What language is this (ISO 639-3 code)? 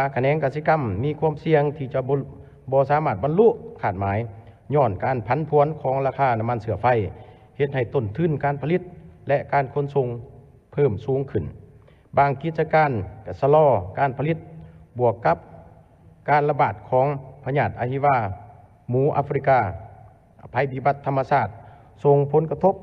lao